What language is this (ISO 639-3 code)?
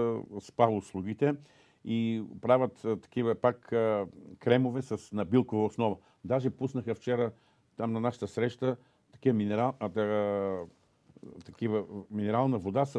bul